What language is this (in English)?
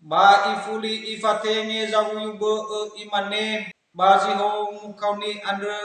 Nias